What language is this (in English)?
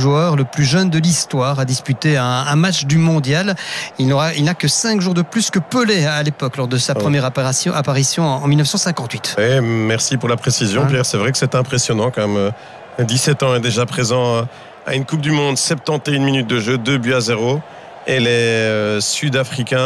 French